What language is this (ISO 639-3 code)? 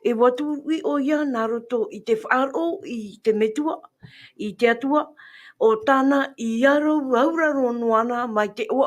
tah